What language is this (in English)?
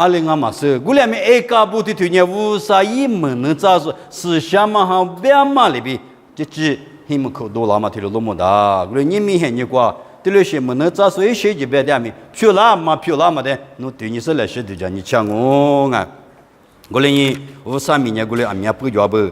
Lisu